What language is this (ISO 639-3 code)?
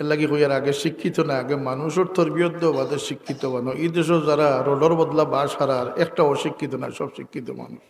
syl